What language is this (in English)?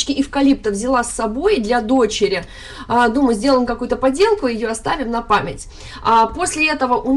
Russian